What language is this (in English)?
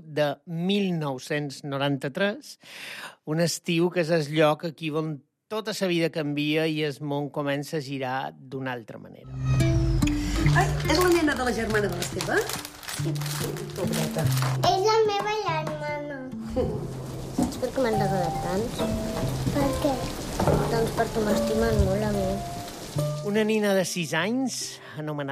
Catalan